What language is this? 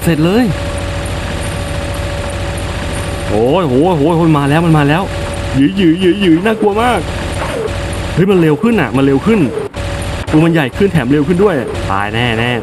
Thai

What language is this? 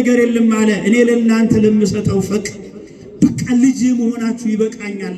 Amharic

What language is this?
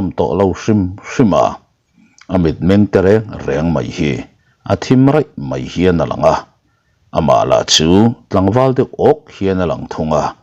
Mizo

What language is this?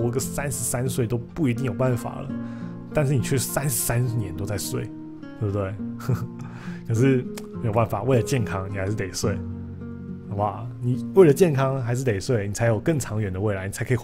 Chinese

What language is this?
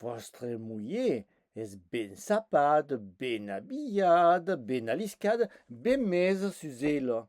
Occitan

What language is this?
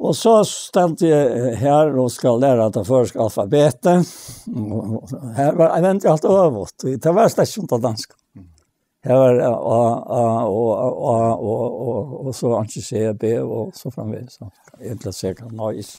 Faroese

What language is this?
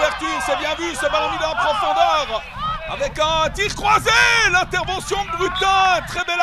French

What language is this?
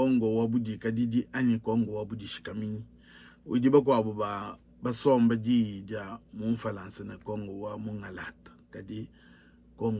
Luba-Lulua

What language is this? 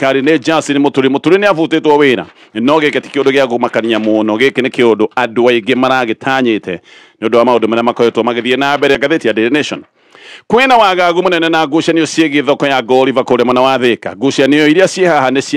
Kikuyu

